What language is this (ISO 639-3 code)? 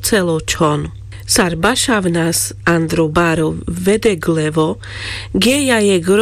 rmc